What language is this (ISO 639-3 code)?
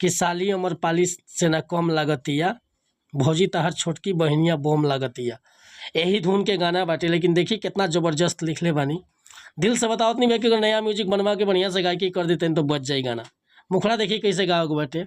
bho